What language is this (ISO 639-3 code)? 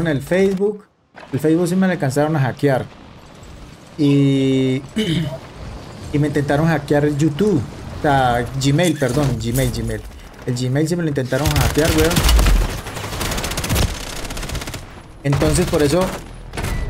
spa